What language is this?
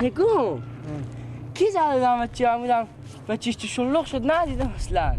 Persian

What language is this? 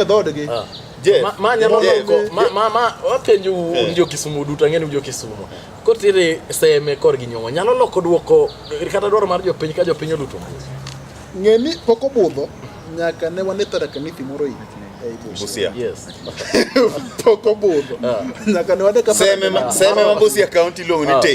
Luo (Kenya and Tanzania)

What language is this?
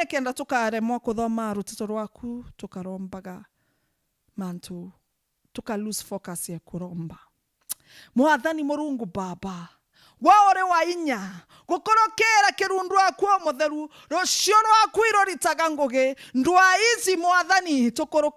Meru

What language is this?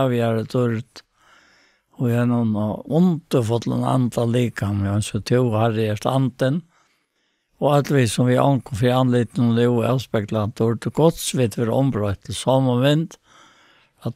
Faroese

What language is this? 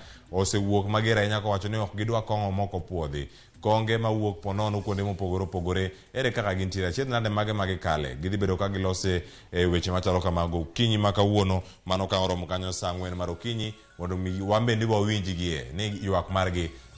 Luo (Kenya and Tanzania)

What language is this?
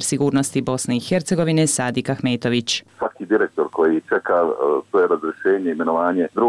Bosnian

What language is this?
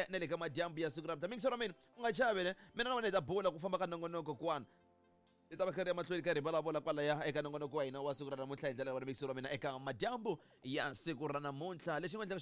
Tsonga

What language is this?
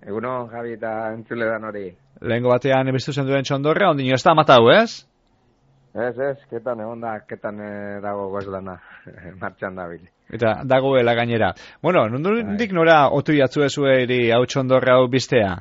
Basque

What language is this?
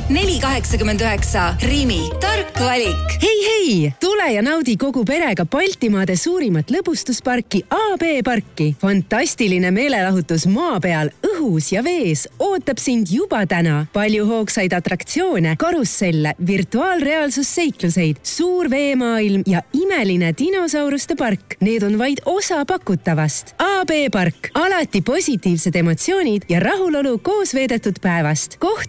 Estonian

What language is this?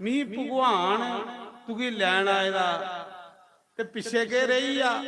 Dogri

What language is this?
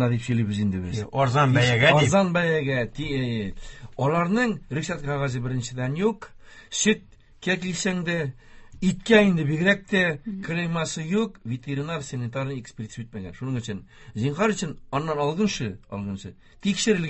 Tatar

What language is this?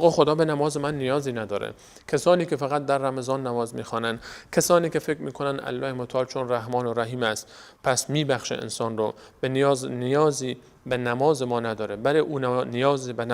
Persian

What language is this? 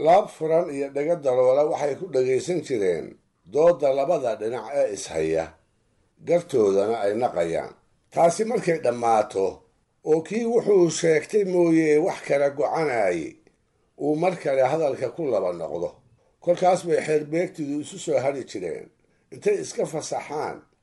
Somali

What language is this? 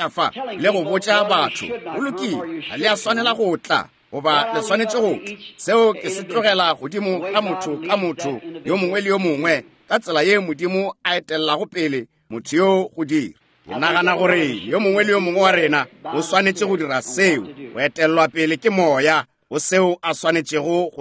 Northern Sotho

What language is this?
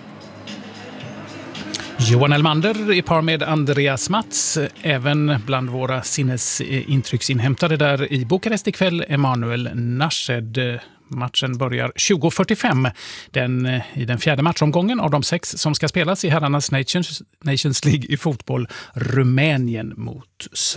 Swedish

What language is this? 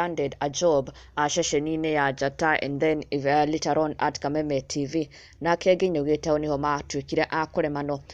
Kikuyu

